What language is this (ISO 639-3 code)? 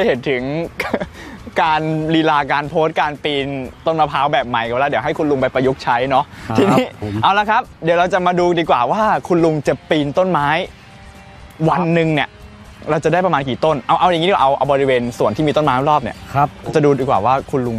tha